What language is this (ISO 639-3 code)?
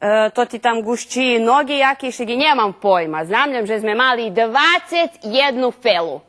rue